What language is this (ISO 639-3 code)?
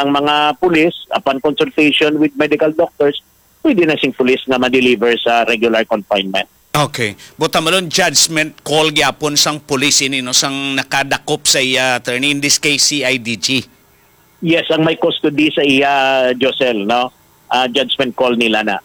hil